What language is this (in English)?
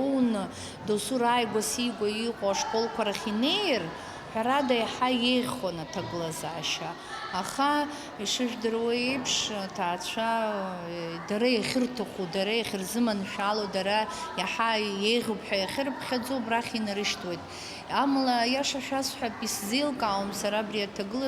Abkhazian